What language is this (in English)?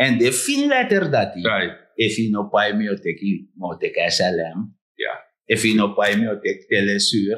Sranan Tongo